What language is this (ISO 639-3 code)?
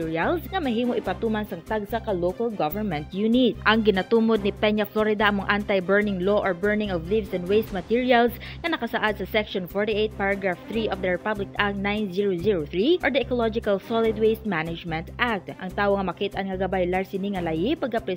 hil